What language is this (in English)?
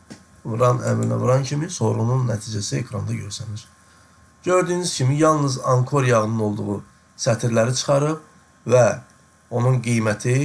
Azerbaijani